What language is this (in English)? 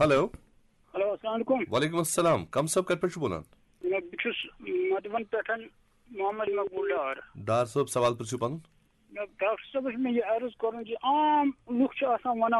Kashmiri